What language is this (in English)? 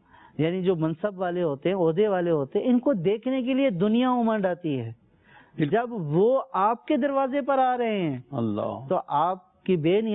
Urdu